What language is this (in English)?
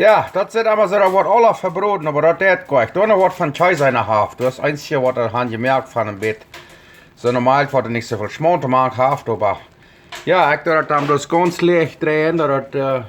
Plautdietsch